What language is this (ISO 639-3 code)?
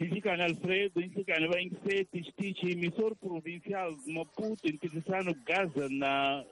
tso